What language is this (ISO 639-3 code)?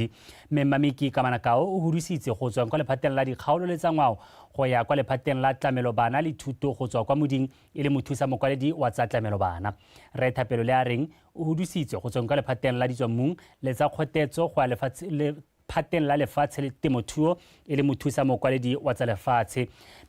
tsn